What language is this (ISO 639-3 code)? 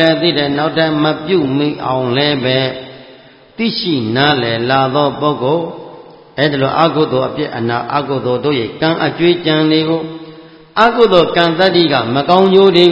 mya